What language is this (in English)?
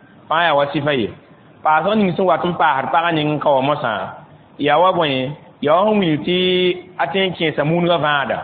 Mossi